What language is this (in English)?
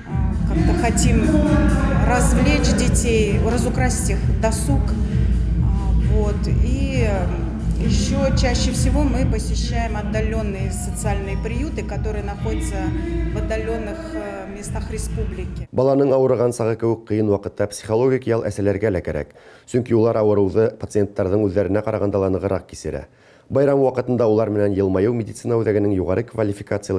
Bashkir